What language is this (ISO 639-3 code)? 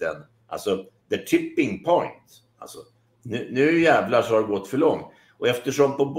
swe